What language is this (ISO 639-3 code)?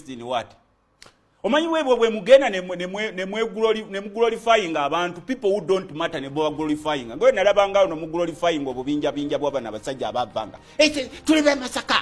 lug